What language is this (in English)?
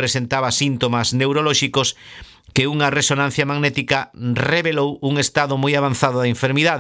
Galician